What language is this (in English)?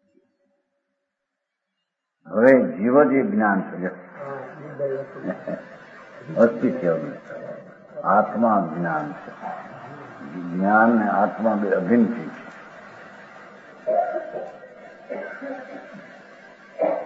Gujarati